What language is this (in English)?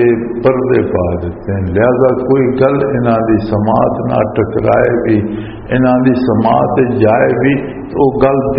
Western Panjabi